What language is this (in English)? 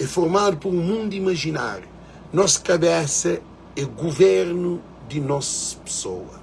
Kabuverdianu